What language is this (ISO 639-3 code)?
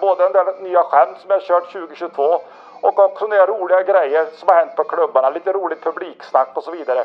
swe